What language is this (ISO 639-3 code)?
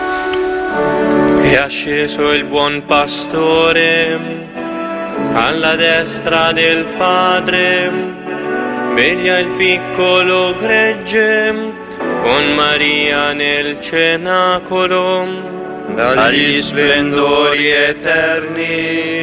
ita